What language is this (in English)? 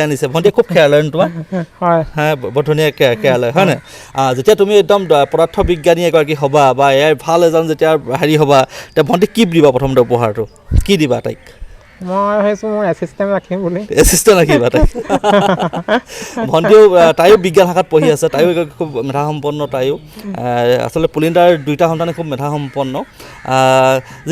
Assamese